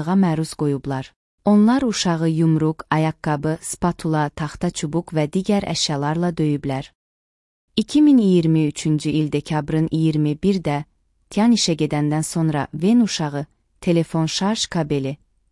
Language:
Azerbaijani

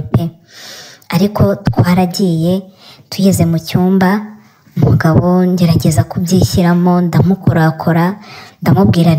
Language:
Kinyarwanda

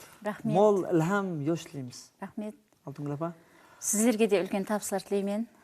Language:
Kara-Kalpak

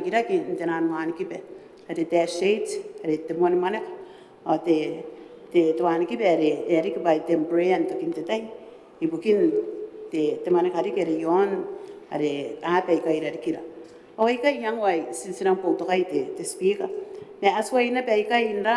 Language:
Gilbertese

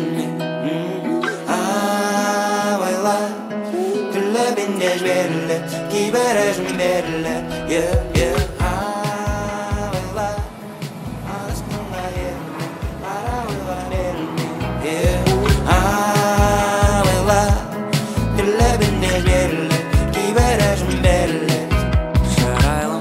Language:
Kazakh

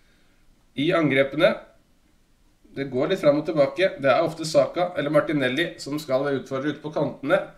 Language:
Norwegian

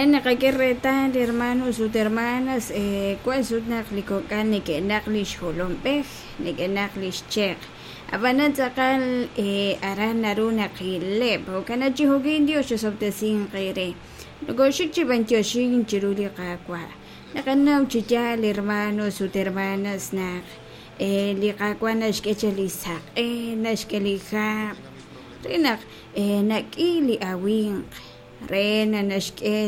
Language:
Kekchí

